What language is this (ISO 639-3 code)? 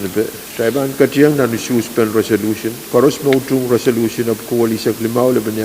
pon